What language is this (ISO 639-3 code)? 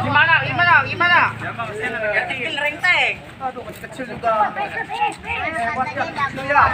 bew